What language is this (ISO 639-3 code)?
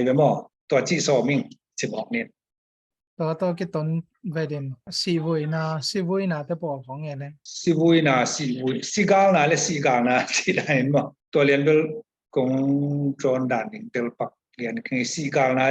ctd